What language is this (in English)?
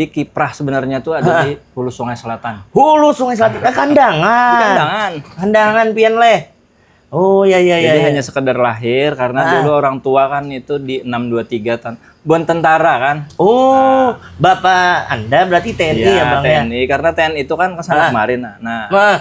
Banjar